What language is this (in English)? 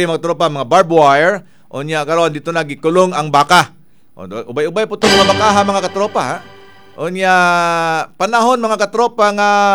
Cebuano